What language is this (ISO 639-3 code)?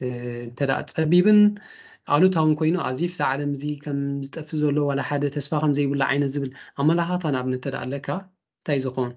tir